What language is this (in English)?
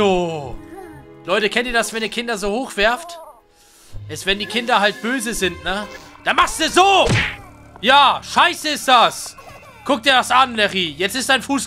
German